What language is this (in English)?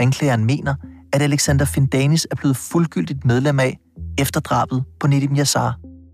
Danish